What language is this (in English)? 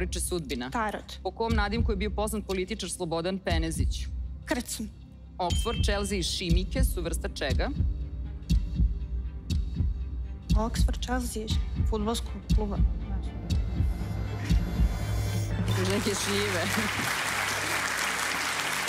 Serbian